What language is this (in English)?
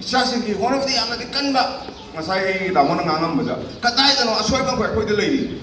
Manipuri